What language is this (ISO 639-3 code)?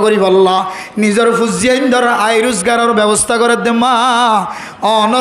rhg